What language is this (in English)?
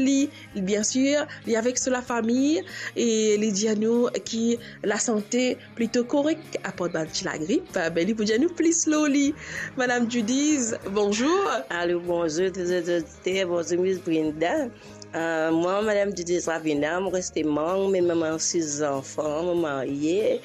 Morisyen